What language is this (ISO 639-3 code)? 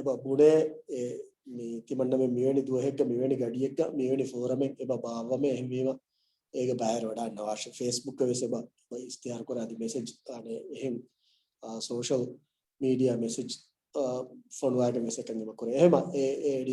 div